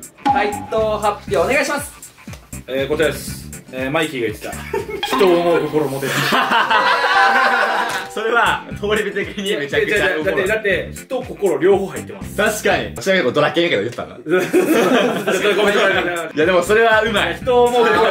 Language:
Japanese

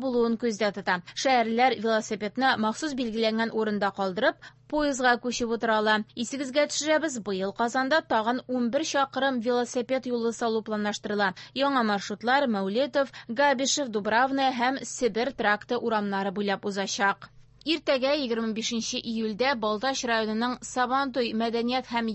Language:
Tatar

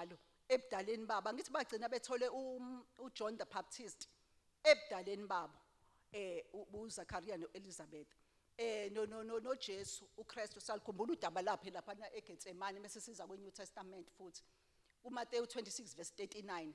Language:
Zulu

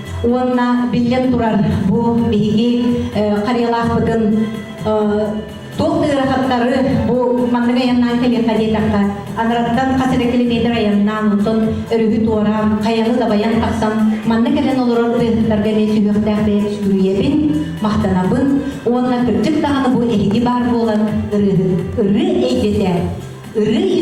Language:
Yakut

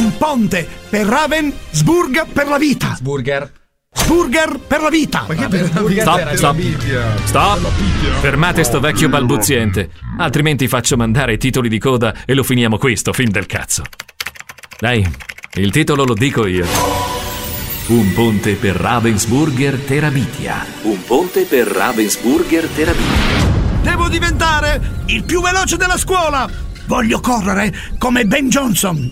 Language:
Italian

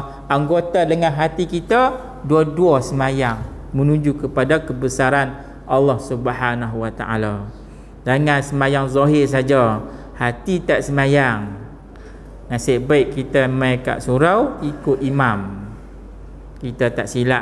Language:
Malay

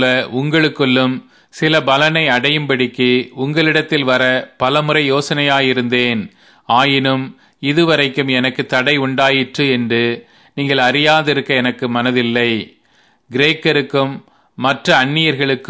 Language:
Tamil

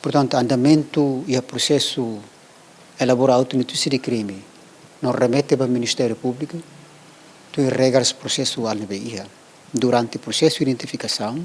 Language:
Tetum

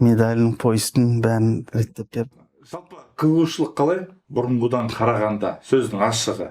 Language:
Kazakh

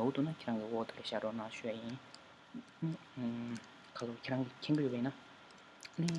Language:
Tibetan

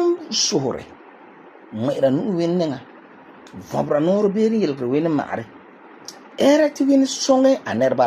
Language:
Frafra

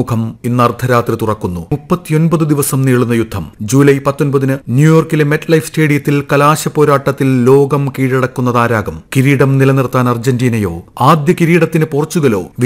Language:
Malayalam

